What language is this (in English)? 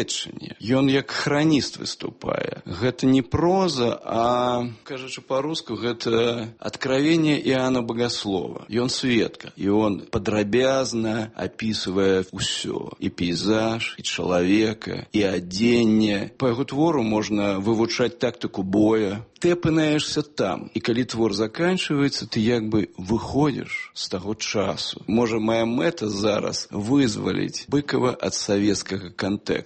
Belarusian